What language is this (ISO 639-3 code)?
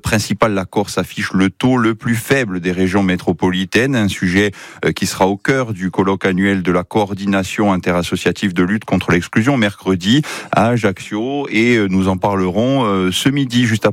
fra